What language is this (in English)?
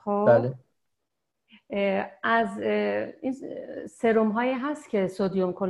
Persian